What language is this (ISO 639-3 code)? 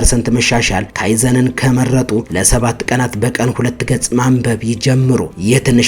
amh